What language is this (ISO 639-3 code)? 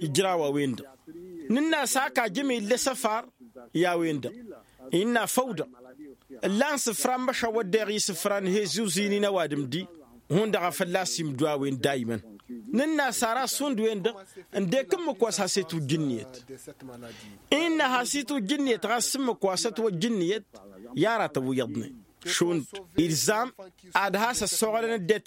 taq